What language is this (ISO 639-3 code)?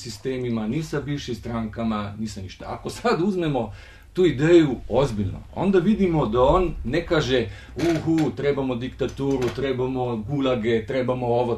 bos